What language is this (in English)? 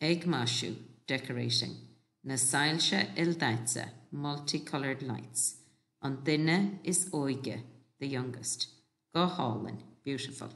Irish